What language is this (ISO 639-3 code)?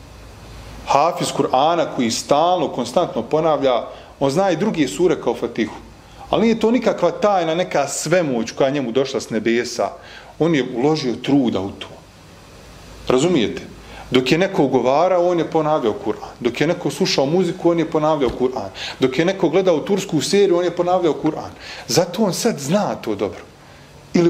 bos